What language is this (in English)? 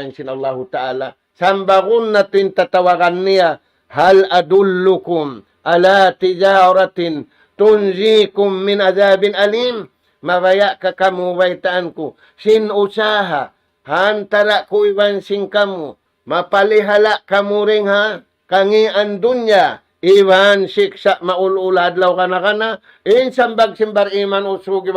Tausug